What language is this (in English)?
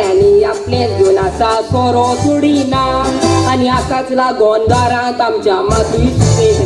Konkani